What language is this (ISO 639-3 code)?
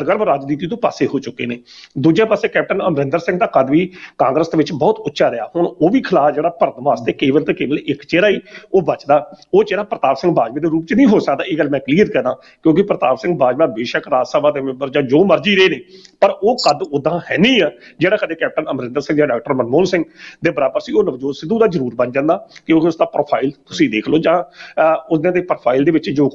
pan